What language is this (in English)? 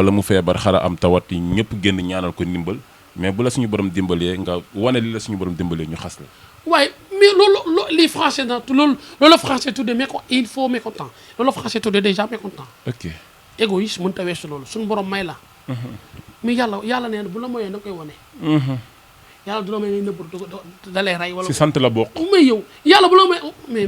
Wolof